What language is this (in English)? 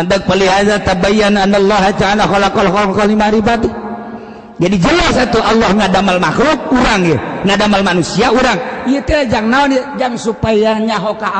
Sundanese